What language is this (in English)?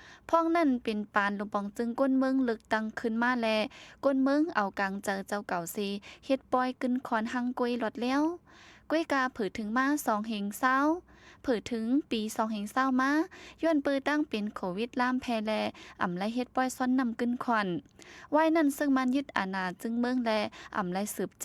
Shan